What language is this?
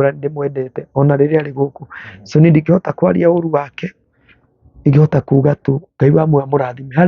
Kikuyu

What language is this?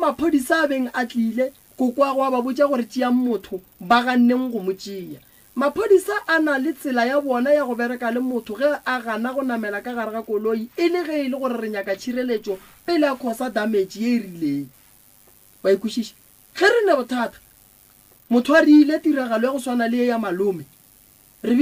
Northern Sotho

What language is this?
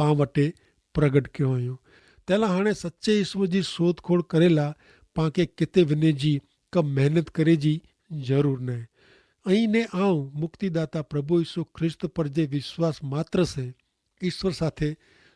Kachhi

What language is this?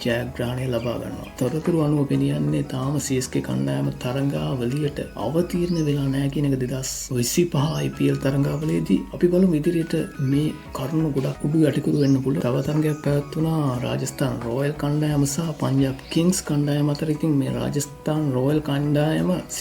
Sinhala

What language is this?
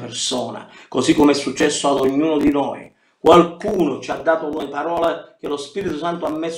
Italian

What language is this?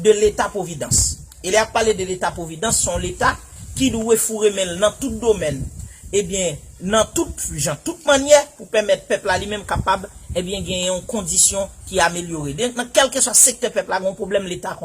Haitian Creole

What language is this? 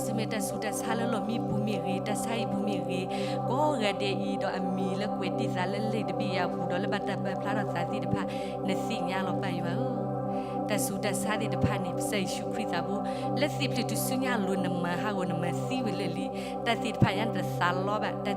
S'gaw Karen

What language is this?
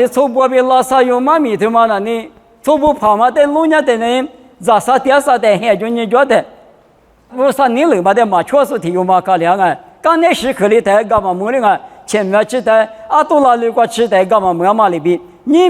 Lisu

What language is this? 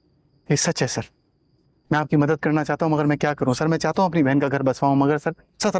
Hindi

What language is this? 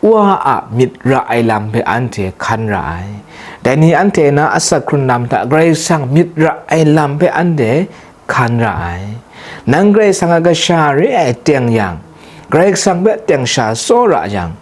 Kachin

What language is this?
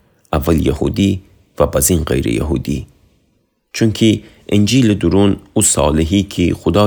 Gilaki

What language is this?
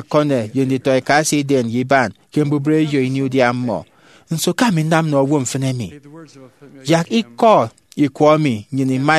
Efik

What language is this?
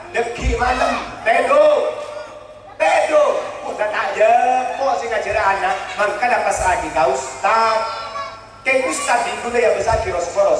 Madurese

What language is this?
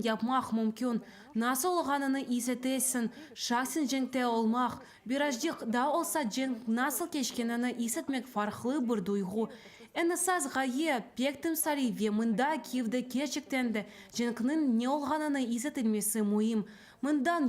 Crimean Tatar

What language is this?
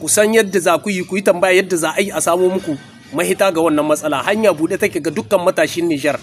Hausa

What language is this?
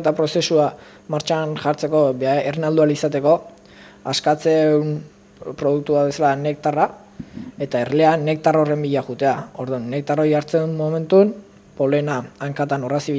Basque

